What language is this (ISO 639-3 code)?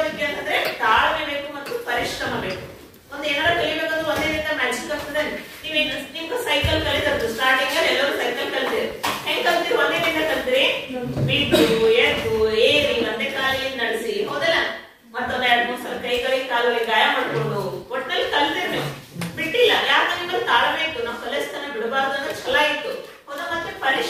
kan